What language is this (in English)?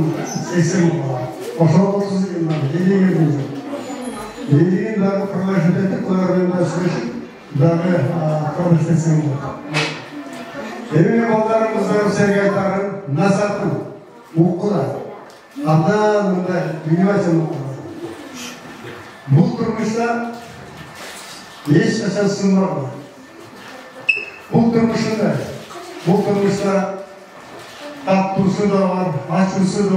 Kyrgyz